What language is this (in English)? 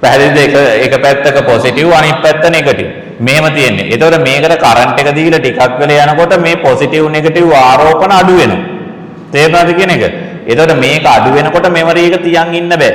Sinhala